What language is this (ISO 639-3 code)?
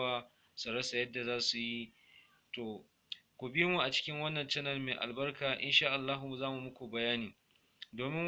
hau